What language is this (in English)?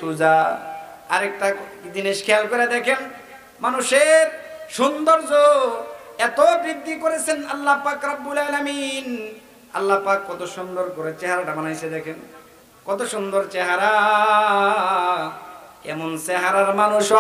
Bangla